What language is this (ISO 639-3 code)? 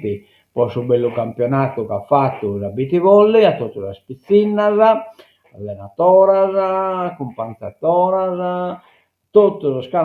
srd